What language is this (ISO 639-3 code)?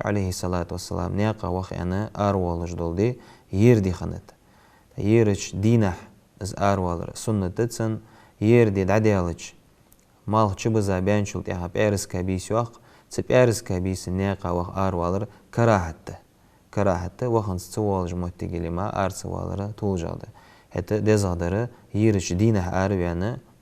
inh